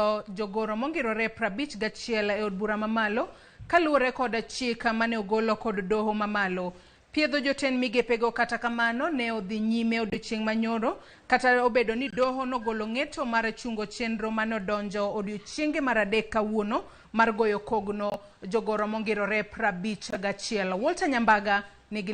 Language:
Luo (Kenya and Tanzania)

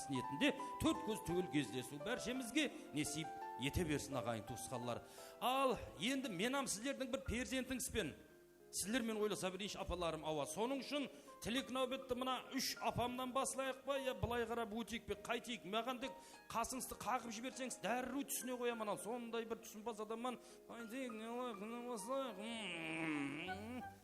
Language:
Kara-Kalpak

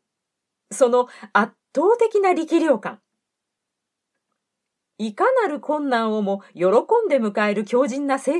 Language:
Japanese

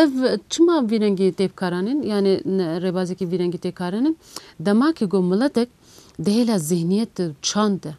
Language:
Kurdish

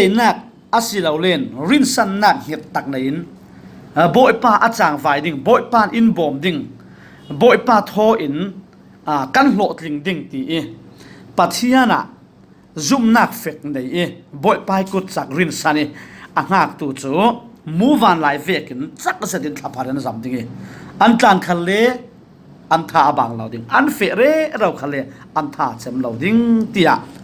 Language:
Falam Chin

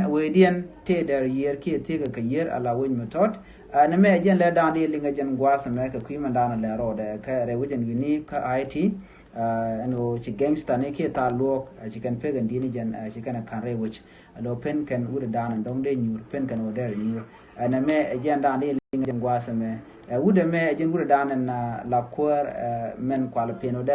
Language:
Nuer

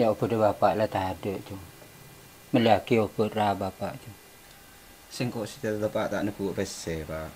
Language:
Madurese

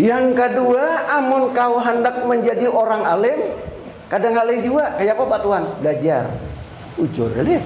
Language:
Banjar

